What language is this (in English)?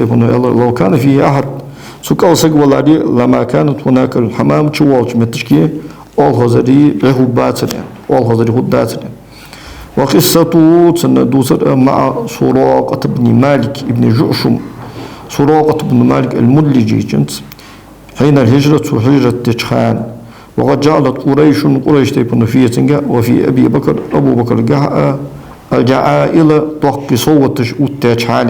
Ingush